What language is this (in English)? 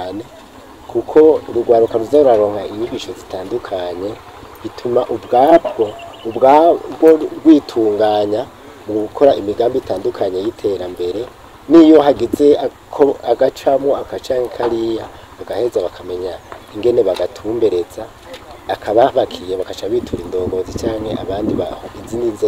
Rundi